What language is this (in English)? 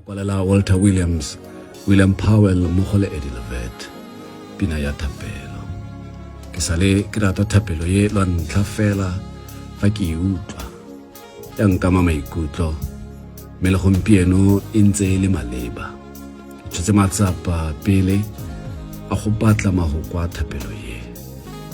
Tswana